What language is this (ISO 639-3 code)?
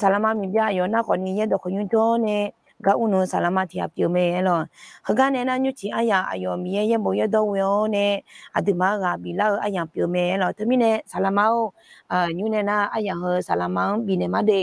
ahk